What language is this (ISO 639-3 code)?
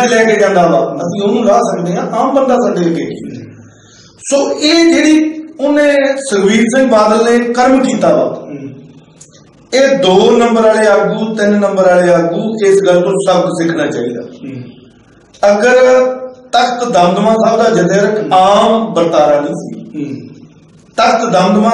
pan